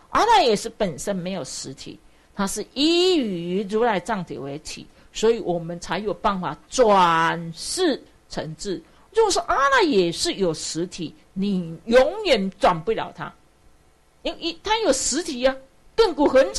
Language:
Chinese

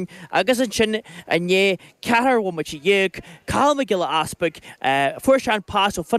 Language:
Irish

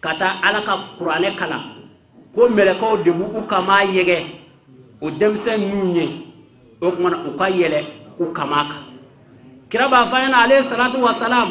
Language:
Bambara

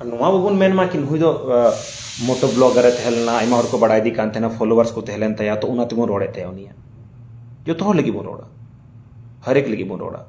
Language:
Santali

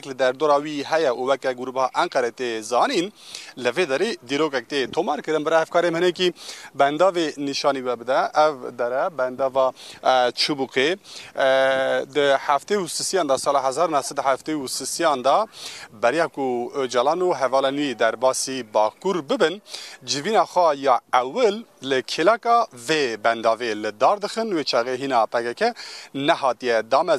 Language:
Kurdish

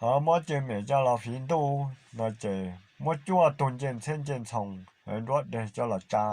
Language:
Hmong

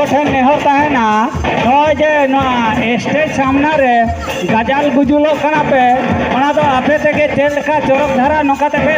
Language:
Santali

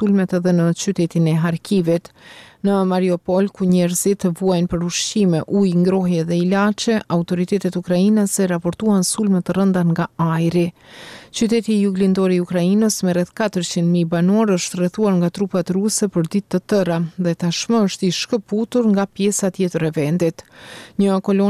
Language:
Albanian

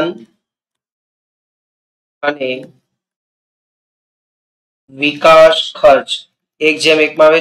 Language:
Gujarati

